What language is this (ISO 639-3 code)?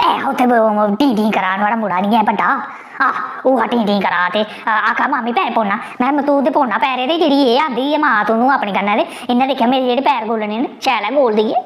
doi